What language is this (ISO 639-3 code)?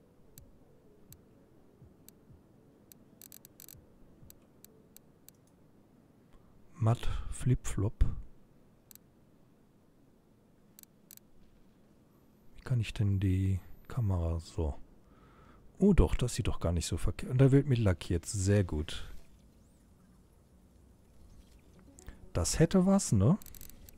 deu